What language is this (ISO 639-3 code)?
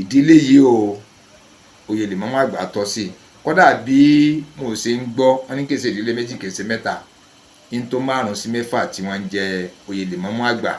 yor